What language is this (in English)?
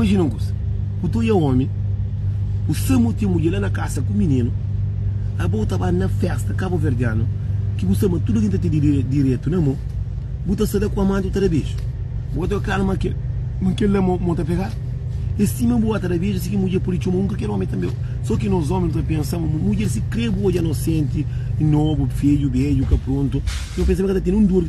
Kabuverdianu